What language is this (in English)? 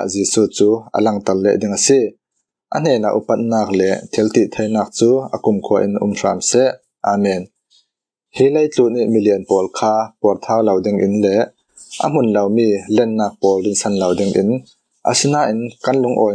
Falam Chin